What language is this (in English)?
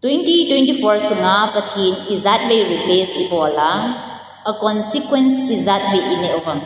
Thado Chin